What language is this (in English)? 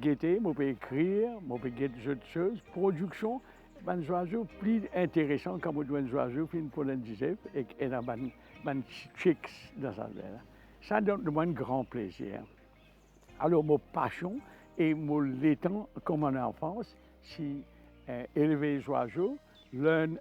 Morisyen